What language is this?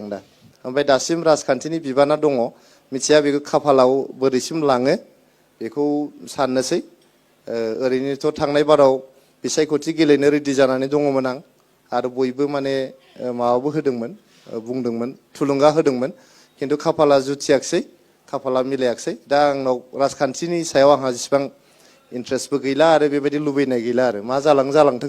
Bodo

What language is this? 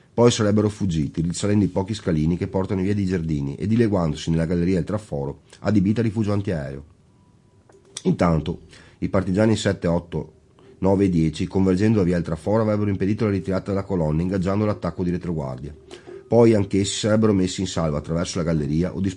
Italian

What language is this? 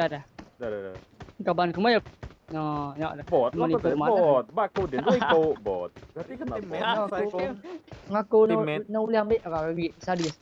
Iban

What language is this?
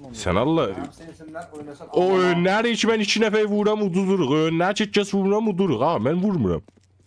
South Azerbaijani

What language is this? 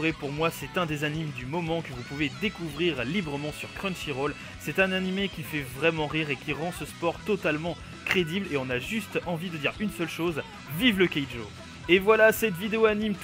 French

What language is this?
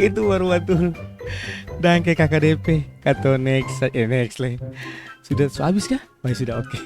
Ambonese Malay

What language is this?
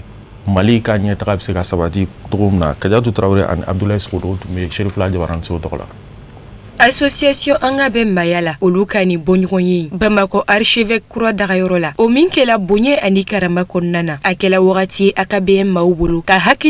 Bambara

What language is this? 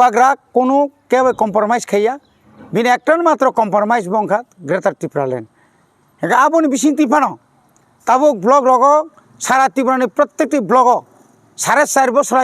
Kok Borok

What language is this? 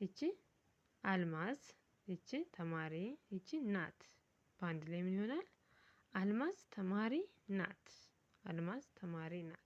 Amharic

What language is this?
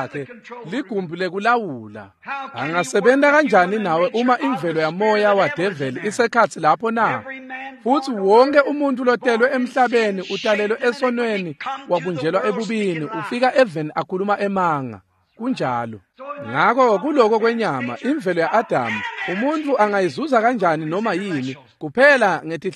Swati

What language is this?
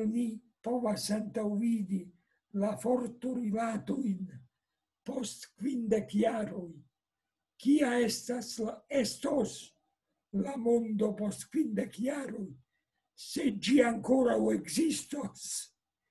Esperanto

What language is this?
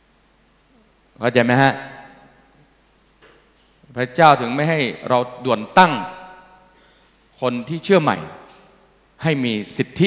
Thai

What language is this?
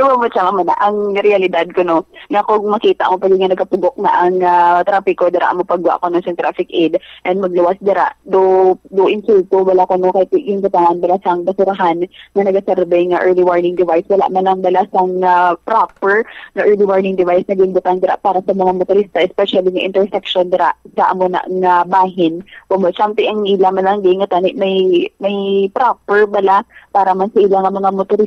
Hiligaynon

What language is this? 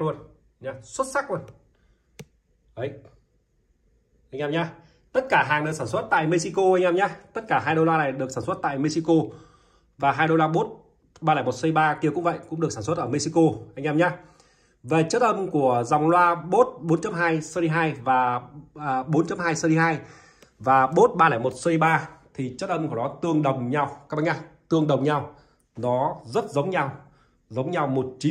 Vietnamese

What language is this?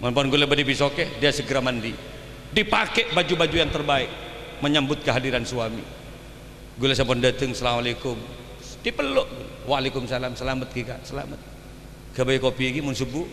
Madurese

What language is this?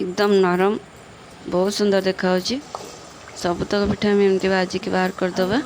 Odia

